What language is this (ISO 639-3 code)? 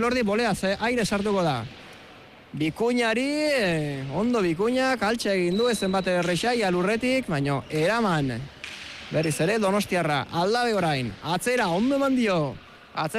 eus